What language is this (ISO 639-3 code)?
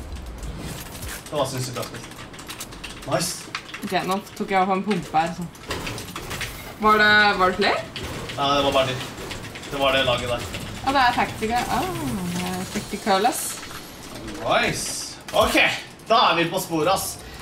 nor